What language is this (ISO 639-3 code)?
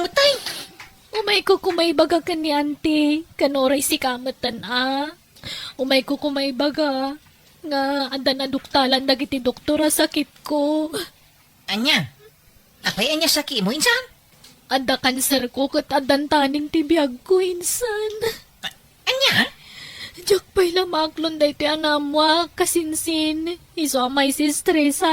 ilo